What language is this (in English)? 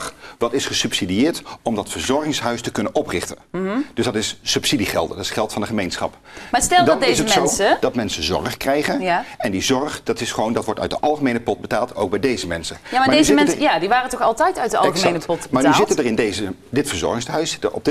Dutch